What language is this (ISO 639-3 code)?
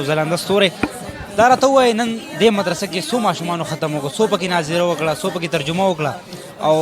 pus